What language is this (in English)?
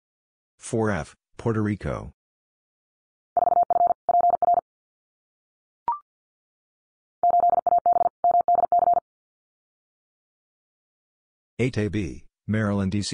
English